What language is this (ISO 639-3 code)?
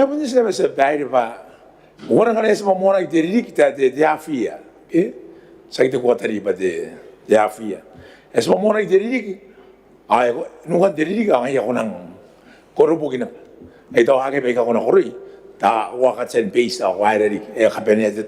gil